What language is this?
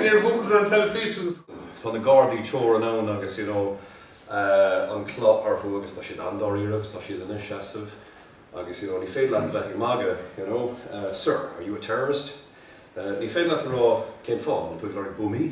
Irish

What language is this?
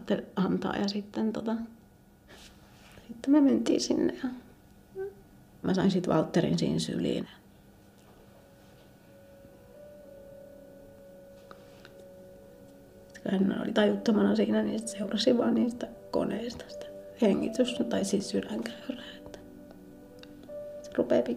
Finnish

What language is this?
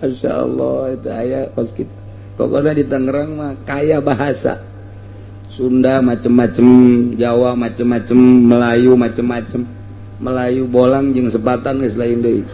Sundanese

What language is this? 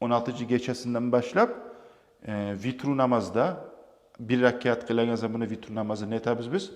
Kumyk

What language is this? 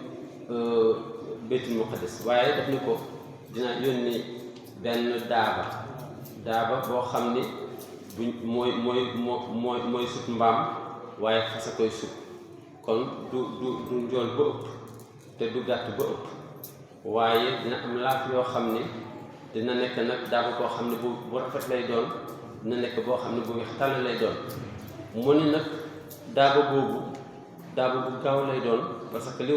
Wolof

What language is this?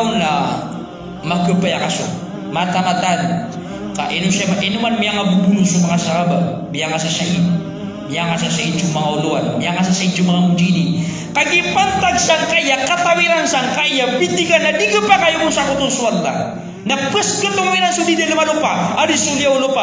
Maranao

